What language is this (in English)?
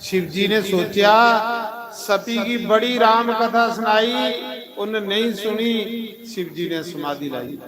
Dogri